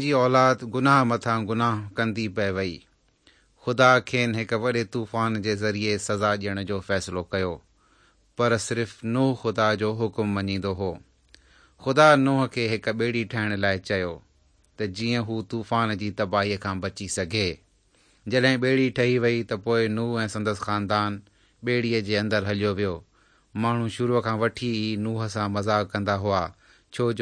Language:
Sindhi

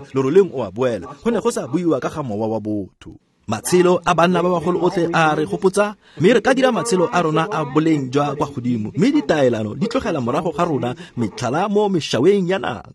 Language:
Tswana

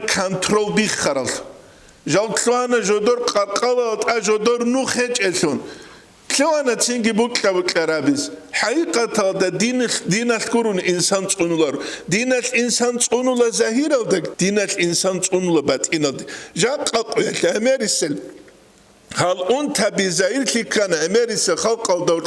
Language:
Avaric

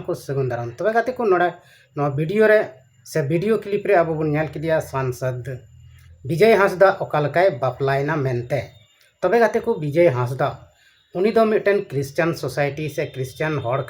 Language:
Santali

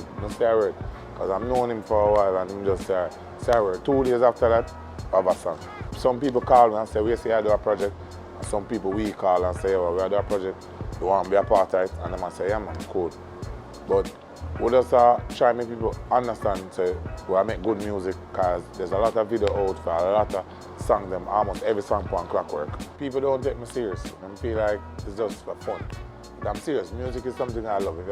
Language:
Jamaican Creole English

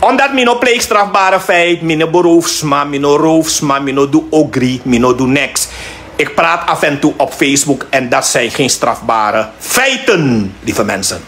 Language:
Sranan Tongo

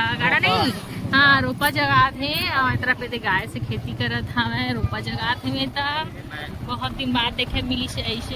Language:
Chhattisgarhi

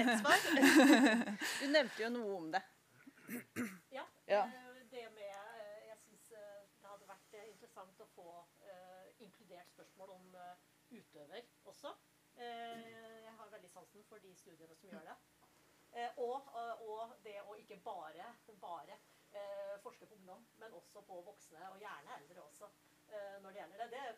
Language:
Norwegian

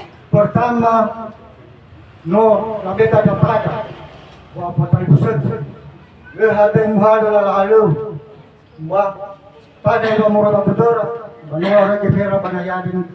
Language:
Nias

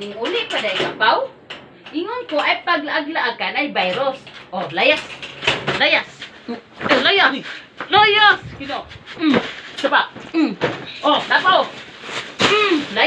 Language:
Cebuano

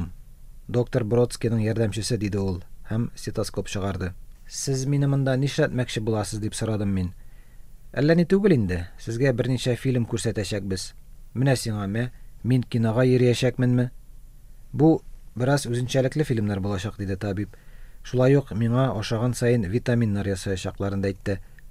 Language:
Tatar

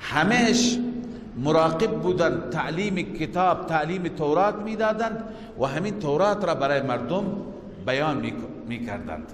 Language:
Persian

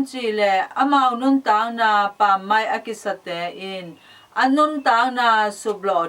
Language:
Tedim Chin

